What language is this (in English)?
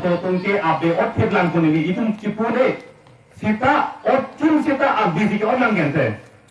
Karbi